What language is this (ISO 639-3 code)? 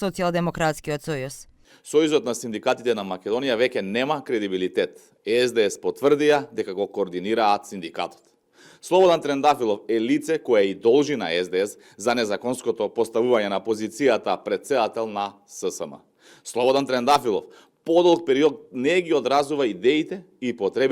mkd